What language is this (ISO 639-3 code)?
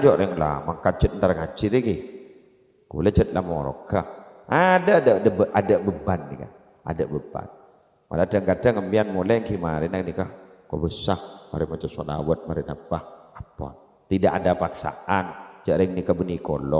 mad